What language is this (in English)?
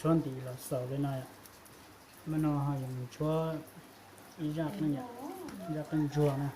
Hmong